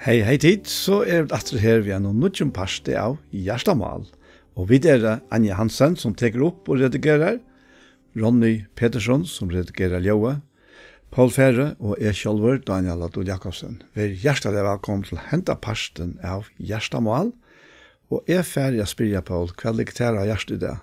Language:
Faroese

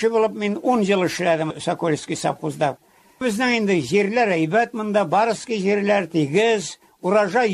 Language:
Tatar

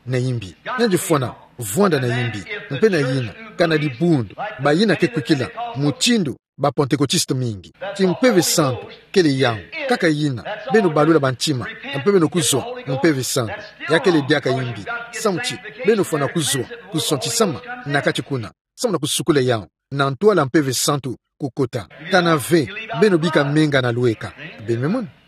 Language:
Kituba (Democratic Republic of Congo)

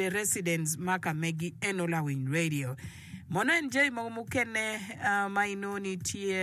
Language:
Acoli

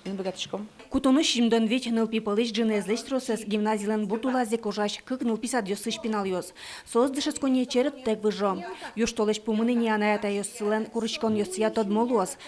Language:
Udmurt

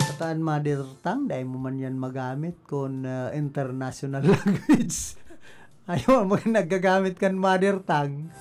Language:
Bikol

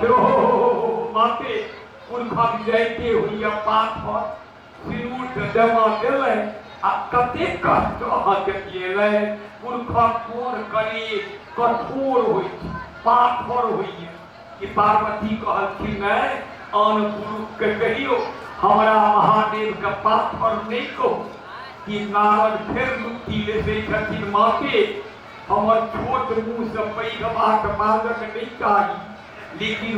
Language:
Maithili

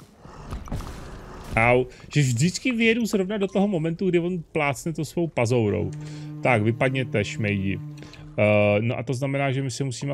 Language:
Czech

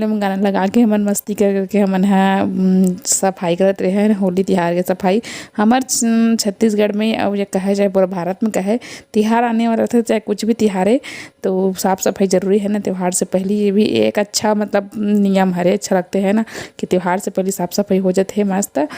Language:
Chhattisgarhi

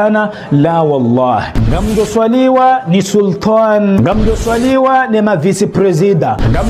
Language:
Ngazidja Comorian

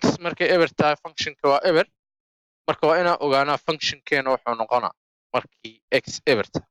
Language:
Somali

